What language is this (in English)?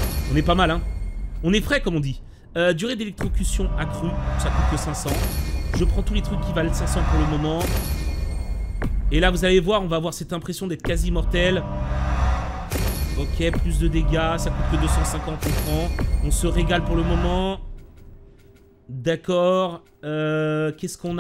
French